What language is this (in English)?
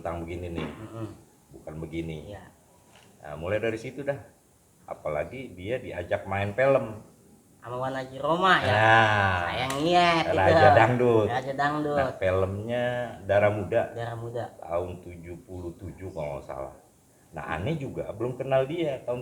Betawi